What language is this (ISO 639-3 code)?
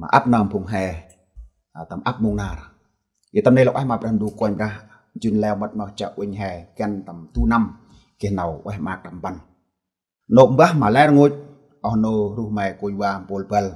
cmo